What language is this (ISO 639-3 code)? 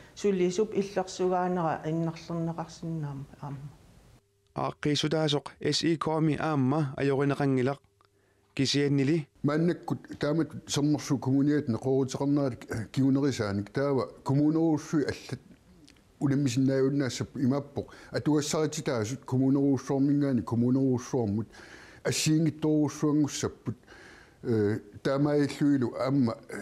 kal